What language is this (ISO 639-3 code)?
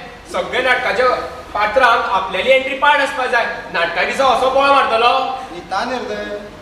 kok